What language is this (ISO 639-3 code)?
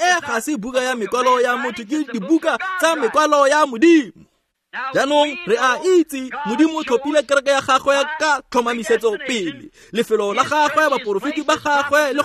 tsn